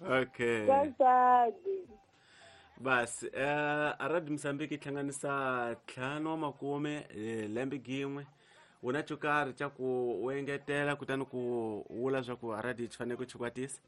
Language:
Tsonga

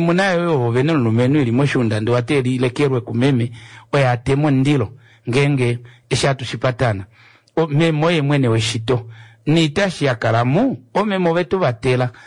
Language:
Kuanyama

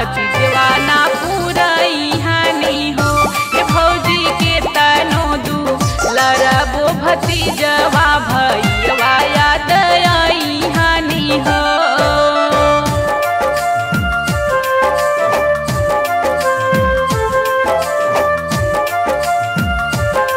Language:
Bhojpuri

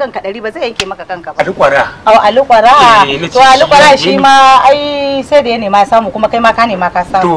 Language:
Hausa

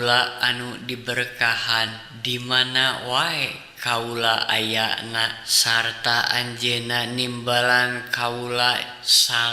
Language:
Sundanese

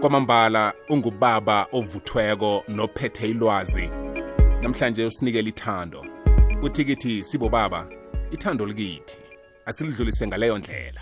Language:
South Ndebele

